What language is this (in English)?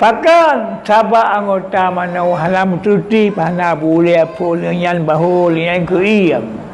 Achinese